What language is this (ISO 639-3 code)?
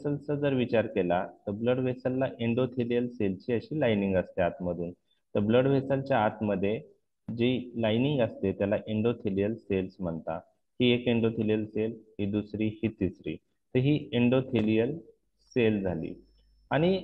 mar